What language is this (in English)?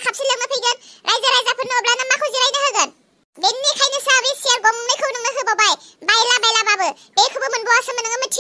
Bodo